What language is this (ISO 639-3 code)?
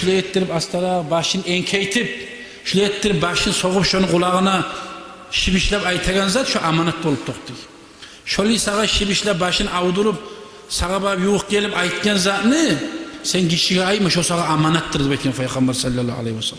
kum